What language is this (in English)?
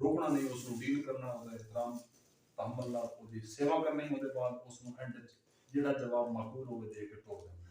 Saraiki